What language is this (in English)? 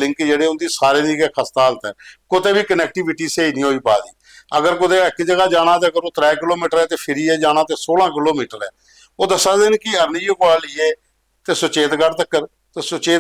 Dogri